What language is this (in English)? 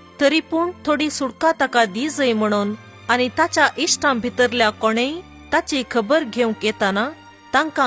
Konkani